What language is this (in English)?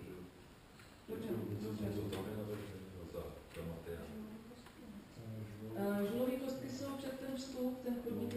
Czech